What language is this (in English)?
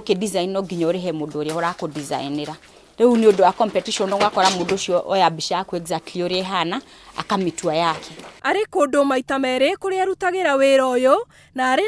Kikuyu